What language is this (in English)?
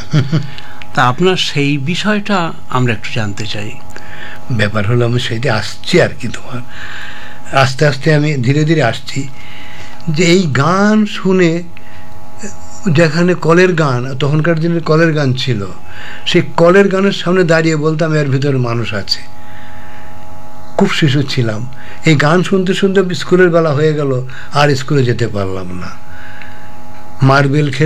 Bangla